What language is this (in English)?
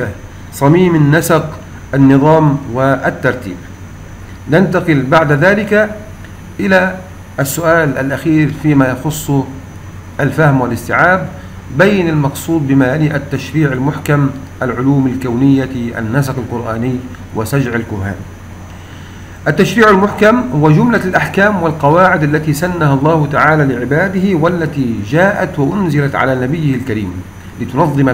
Arabic